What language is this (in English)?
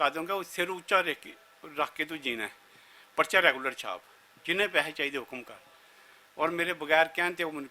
Western Panjabi